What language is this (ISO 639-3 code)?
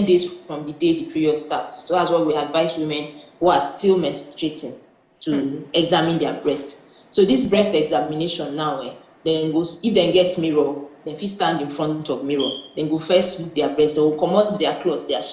pcm